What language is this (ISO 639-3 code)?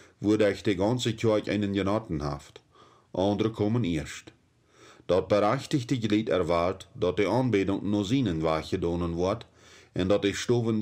pdt